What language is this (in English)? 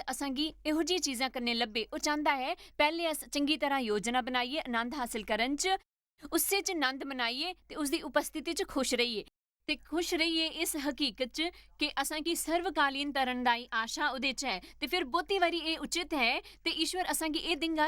Dogri